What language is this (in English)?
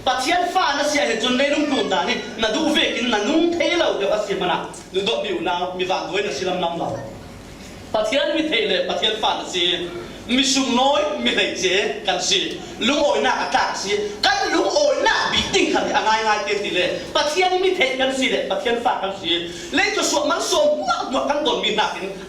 Falam Chin